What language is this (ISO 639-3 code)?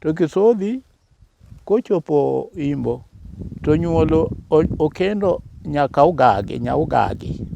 luo